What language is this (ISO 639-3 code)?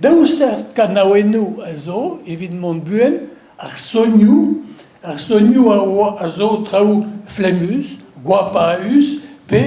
bre